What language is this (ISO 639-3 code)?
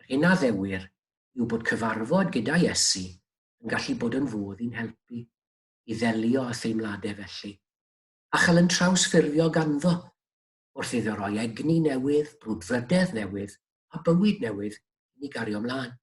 cym